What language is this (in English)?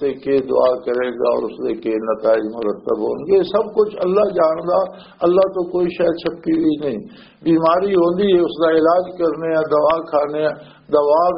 Western Panjabi